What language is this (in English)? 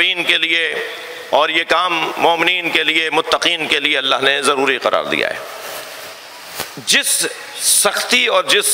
Urdu